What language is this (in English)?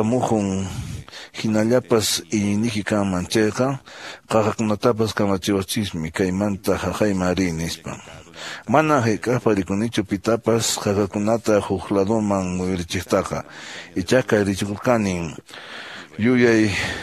Quechua